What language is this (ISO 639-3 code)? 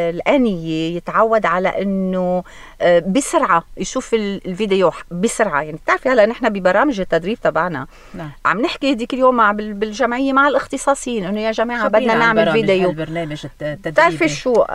apc